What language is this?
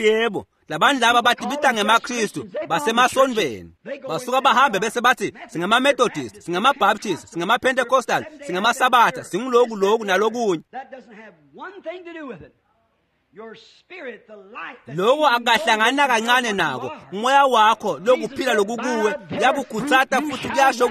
Swati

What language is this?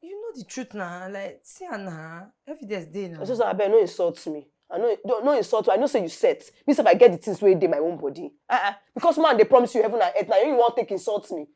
Nigerian Pidgin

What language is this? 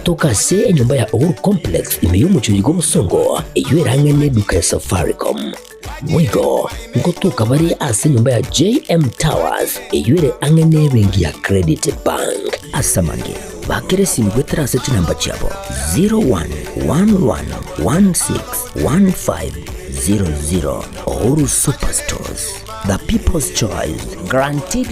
Gusii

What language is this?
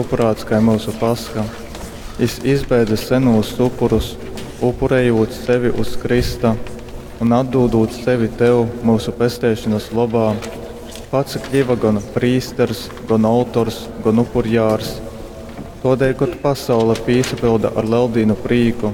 Latgalian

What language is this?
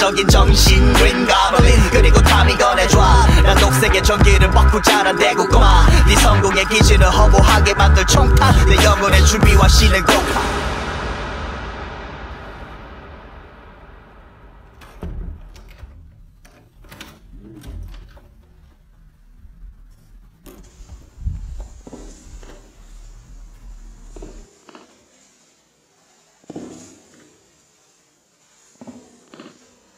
Korean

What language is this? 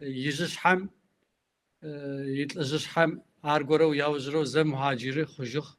Kabardian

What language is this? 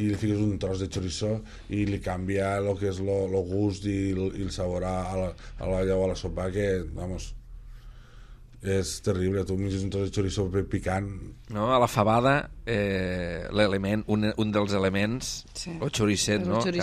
Catalan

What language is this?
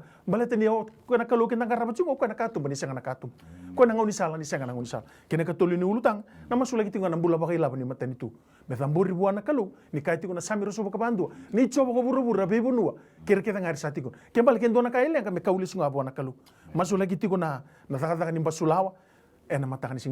Fijian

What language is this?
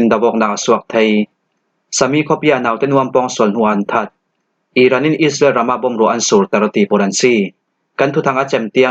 Falam Chin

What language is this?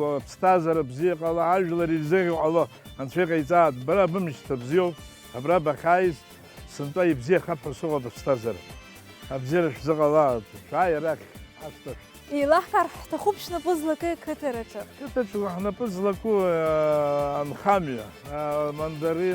Abkhazian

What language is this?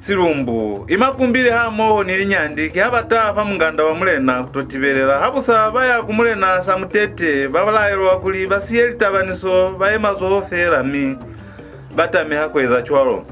Lozi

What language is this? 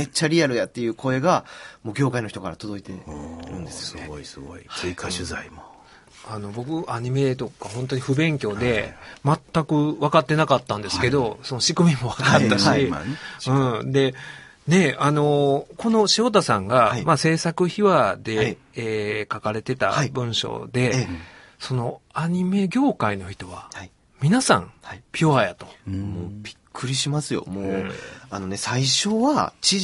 Japanese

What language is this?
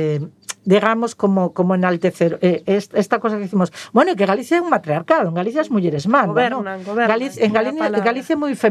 Galician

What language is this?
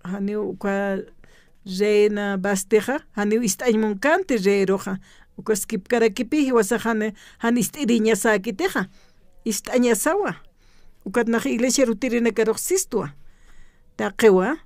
Aymara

